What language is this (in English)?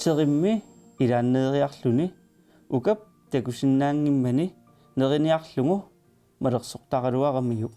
Kalaallisut